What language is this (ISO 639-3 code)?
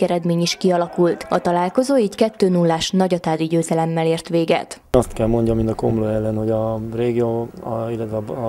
hun